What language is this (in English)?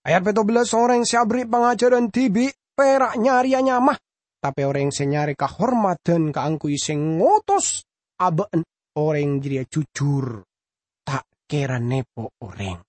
Madurese